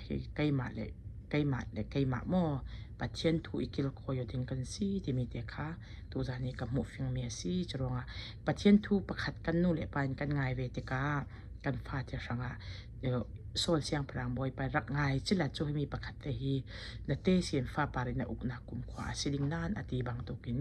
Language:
Falam Chin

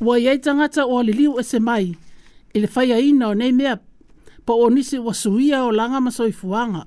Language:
Samoan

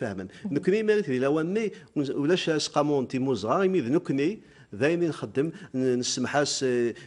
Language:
Kabyle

